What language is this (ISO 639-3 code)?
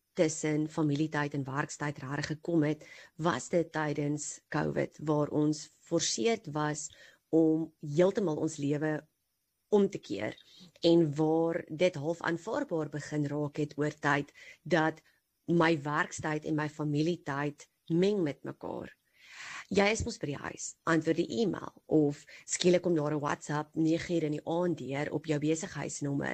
afr